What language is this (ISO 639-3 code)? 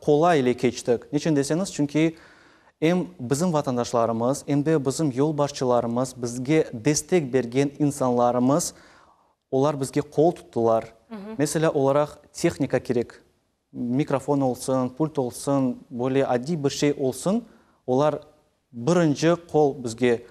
crh